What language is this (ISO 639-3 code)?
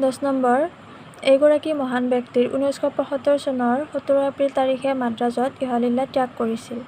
asm